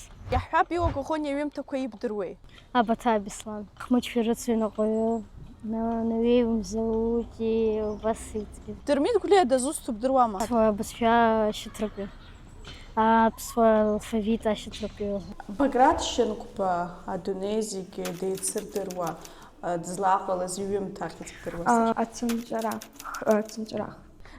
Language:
Abkhazian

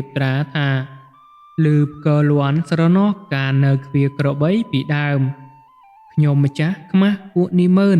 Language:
Khmer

